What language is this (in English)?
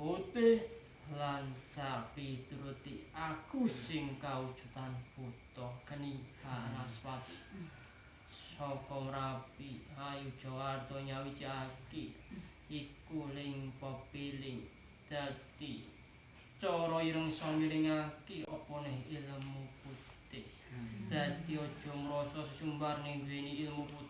Javanese